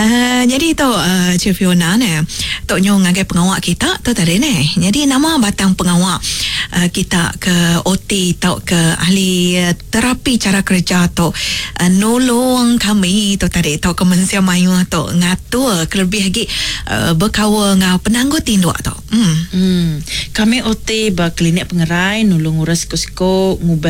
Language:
Iban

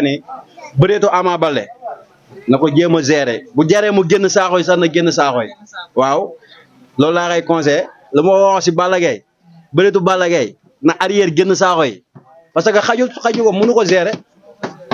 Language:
Wolof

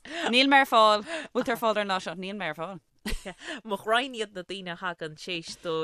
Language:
Irish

